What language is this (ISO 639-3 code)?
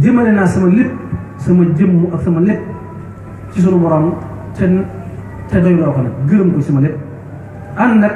wol